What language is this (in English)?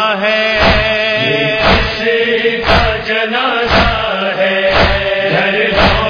Urdu